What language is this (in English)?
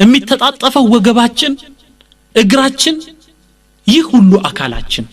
Amharic